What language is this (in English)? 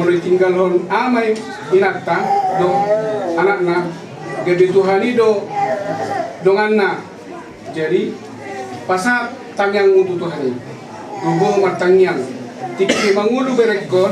Batak Toba